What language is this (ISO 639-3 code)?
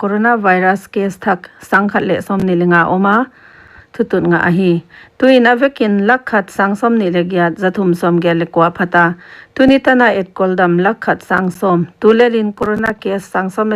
pck